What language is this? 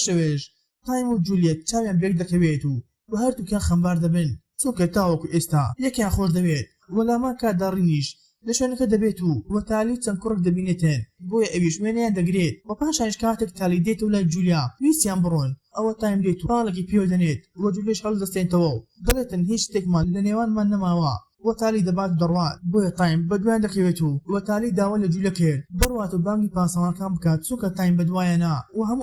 Central Kurdish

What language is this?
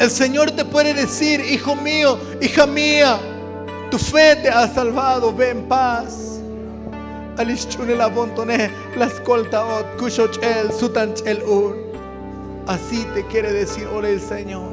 Tzotzil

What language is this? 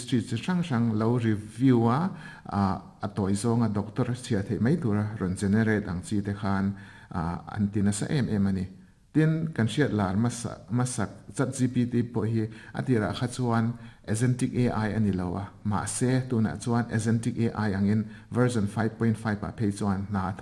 Mizo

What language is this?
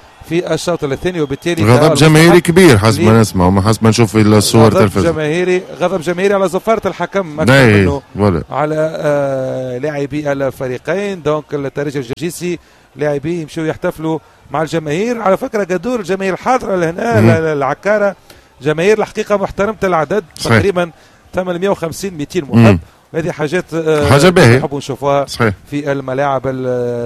Tunisian Arabic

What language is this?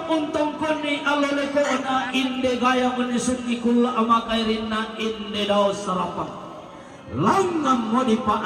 Toraja-Sa'dan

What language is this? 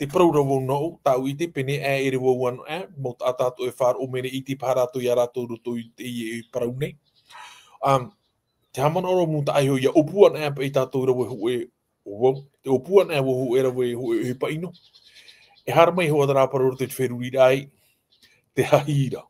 Tahitian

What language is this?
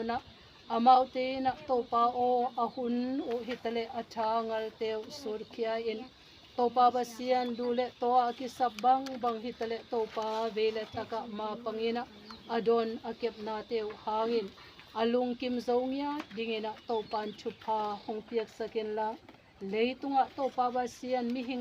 Tedim Chin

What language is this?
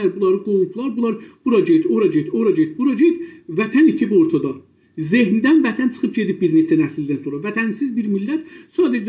South Azerbaijani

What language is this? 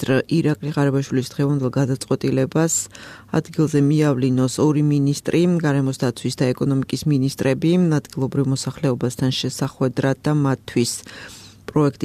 Georgian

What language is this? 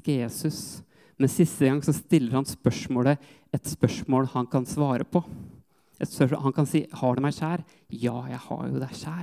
Norwegian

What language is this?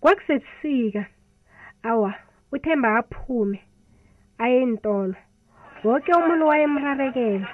South Ndebele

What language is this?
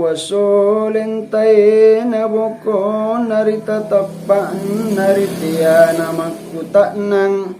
Makasar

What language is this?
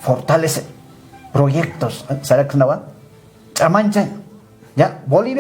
Aymara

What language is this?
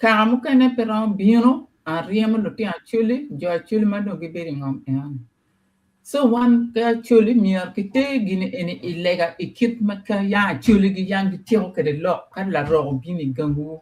Acoli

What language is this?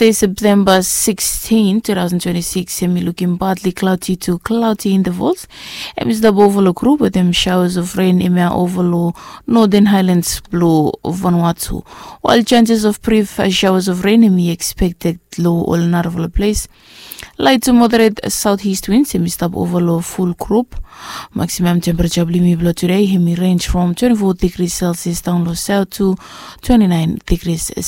Bislama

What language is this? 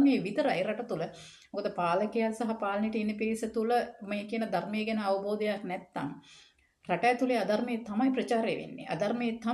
Sinhala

